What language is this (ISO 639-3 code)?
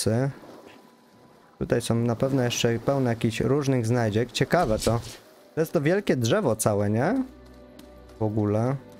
pol